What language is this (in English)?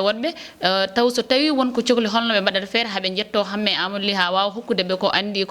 Fula